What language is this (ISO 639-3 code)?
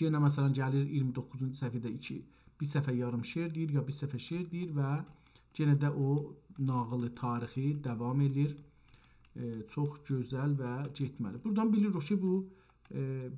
azb